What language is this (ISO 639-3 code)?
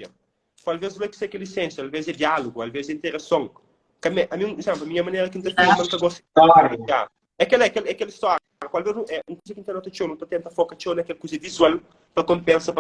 kea